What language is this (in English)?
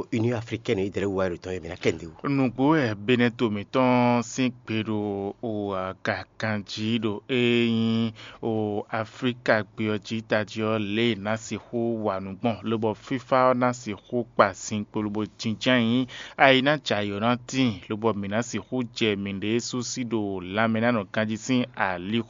Fon